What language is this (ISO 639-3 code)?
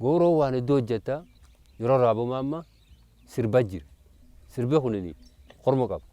orm